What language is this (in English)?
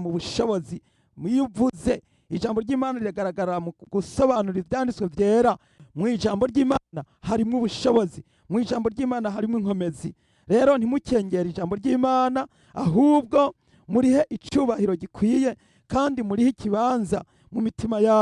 Rundi